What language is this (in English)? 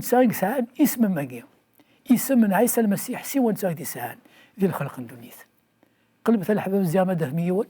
Kabyle